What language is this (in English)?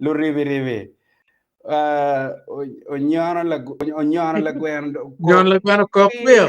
Acoli